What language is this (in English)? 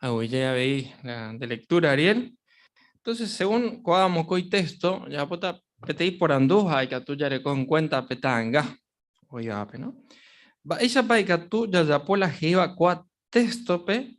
Guarani